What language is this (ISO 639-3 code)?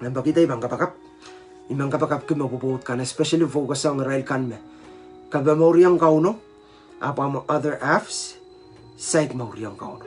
pon